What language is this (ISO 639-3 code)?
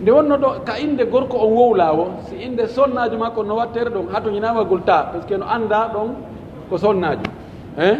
fuf